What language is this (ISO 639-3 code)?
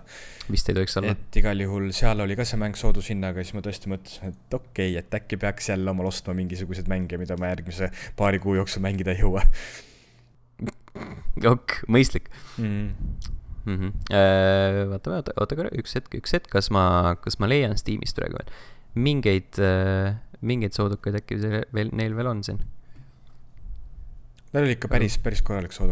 est